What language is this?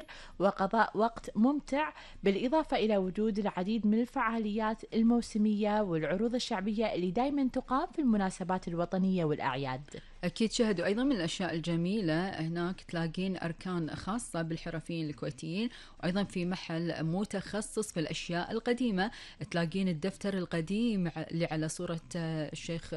Gulf Arabic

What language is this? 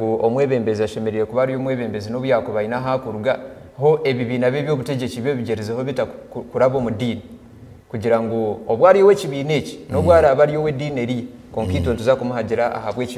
Nyankole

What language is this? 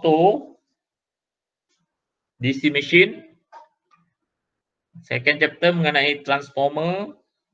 Malay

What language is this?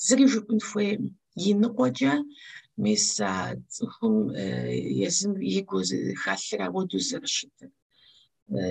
Kabardian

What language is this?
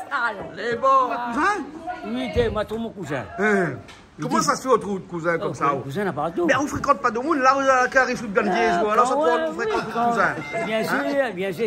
Réunion Creole French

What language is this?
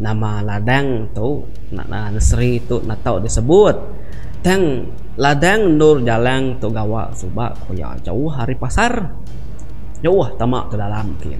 Iban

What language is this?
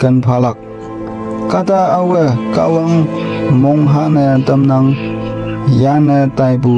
Konyak Naga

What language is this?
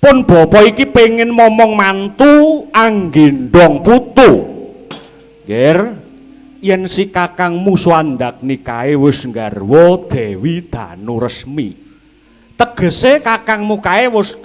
Javanese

